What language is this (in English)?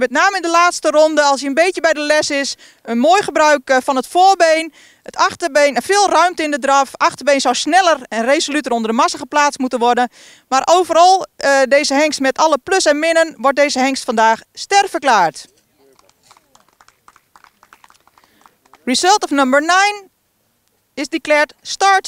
Dutch